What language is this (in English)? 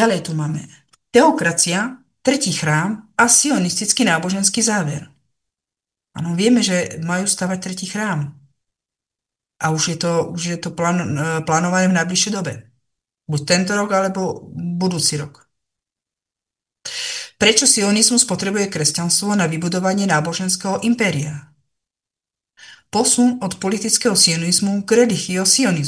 Slovak